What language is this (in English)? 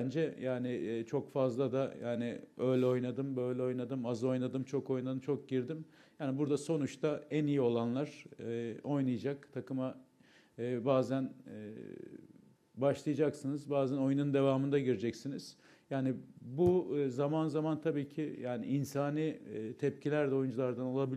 Turkish